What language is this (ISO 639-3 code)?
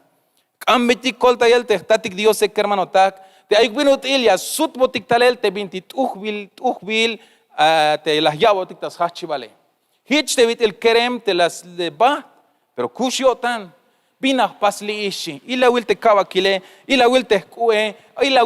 tzh